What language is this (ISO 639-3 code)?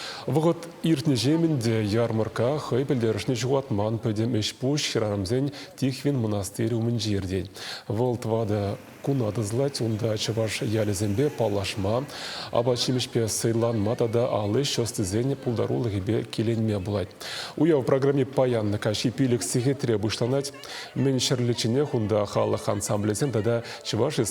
chv